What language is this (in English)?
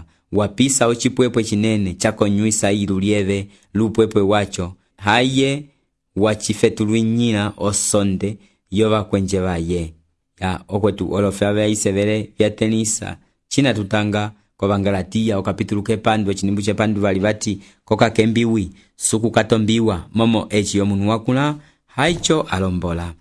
Umbundu